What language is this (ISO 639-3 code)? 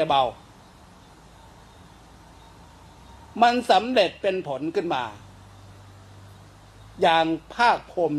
tha